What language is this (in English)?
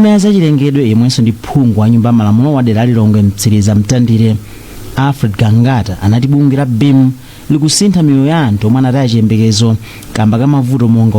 Nyanja